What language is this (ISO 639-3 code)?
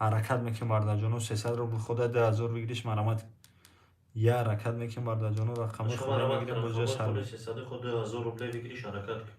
tgk